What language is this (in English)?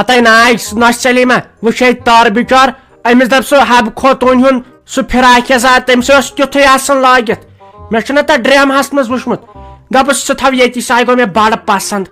Kashmiri